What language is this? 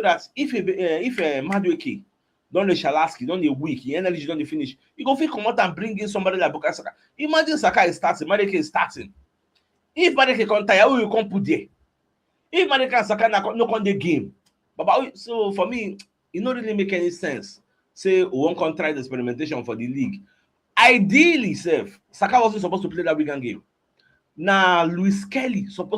Nigerian Pidgin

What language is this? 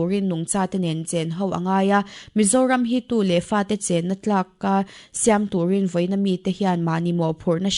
Mizo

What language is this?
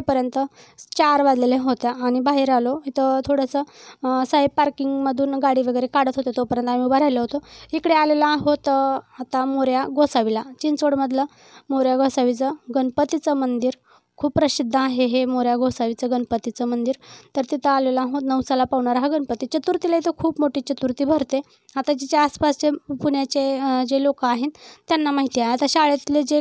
Marathi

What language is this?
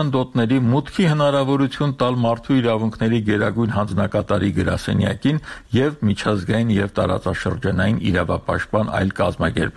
Armenian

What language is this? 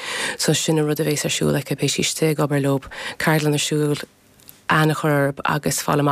Irish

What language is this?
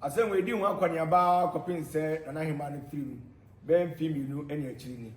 Akan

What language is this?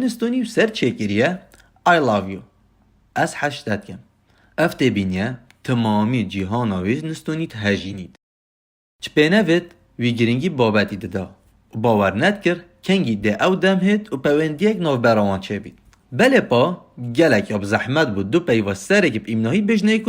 Kurdish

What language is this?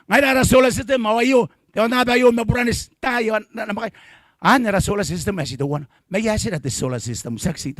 Gilbertese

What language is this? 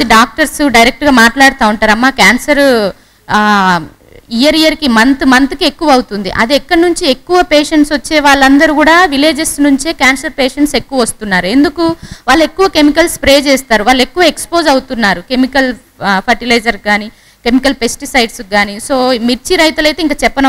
Telugu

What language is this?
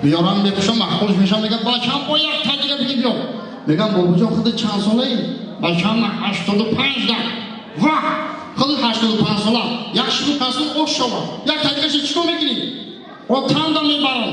Tajik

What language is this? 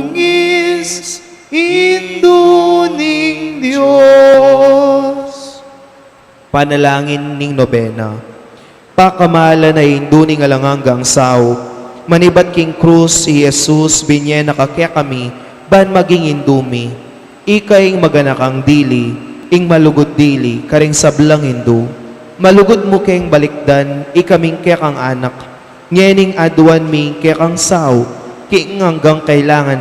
Pampanga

